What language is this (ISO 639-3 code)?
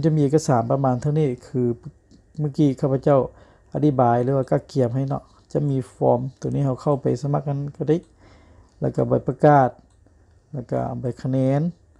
lao